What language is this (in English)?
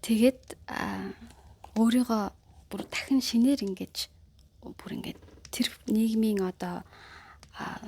Mongolian